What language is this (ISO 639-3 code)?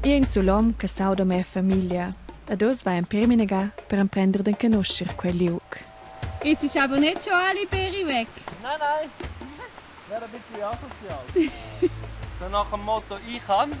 roh